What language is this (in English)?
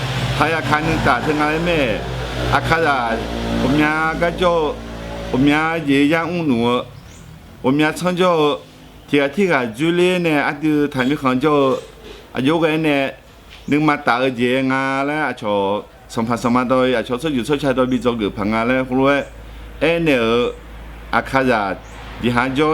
Akha